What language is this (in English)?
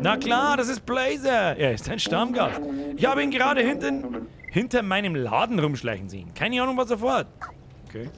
Bavarian